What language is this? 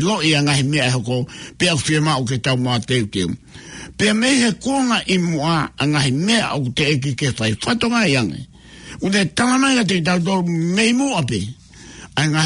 Tongan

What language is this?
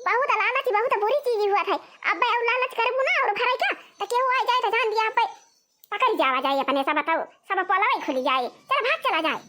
Awadhi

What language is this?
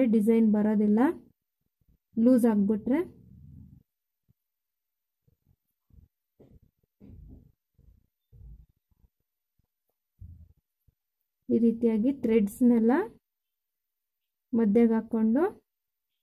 Kannada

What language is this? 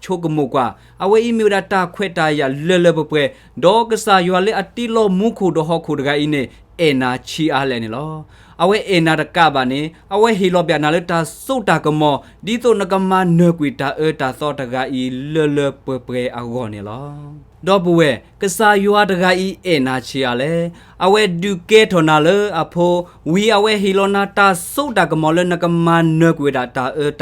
S'gaw Karen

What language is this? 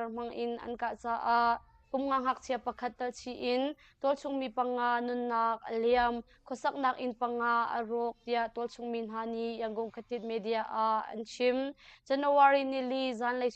Hakha Chin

